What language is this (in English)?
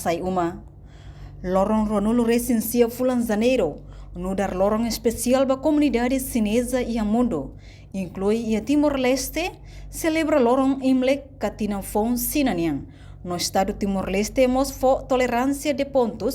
Tetum